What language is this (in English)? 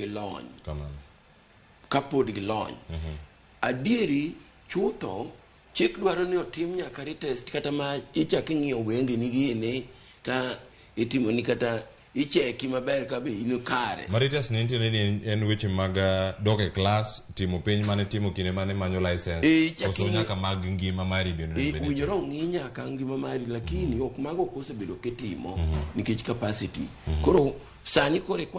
Luo (Kenya and Tanzania)